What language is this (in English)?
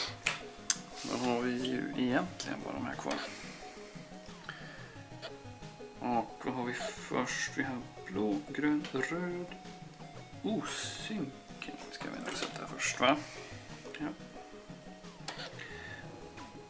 Swedish